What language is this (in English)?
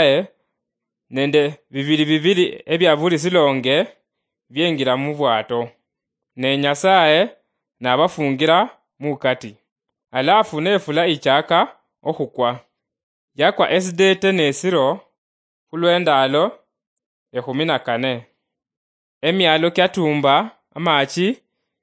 Luyia